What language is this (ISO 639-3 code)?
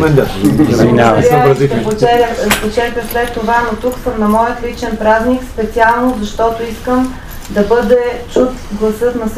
bul